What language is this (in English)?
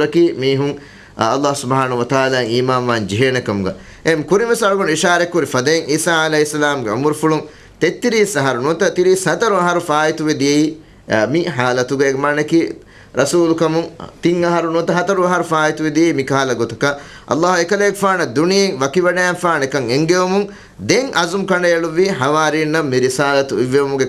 Divehi